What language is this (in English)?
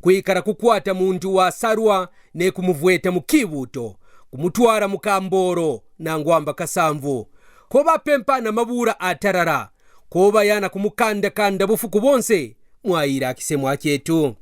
Kaonde